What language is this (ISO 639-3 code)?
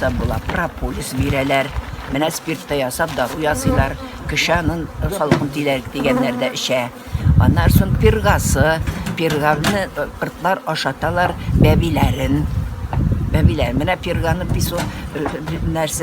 tat